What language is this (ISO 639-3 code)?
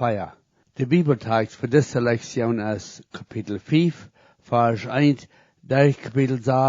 pdt